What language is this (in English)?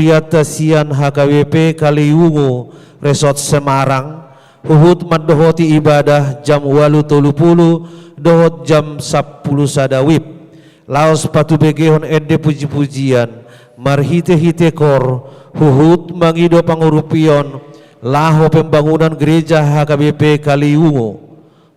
Batak Toba